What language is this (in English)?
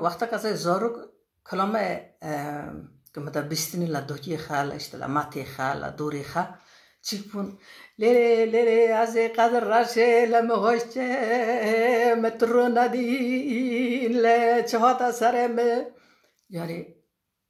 Kurdish